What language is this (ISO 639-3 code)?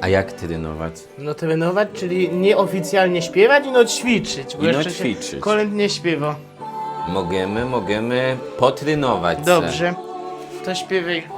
szl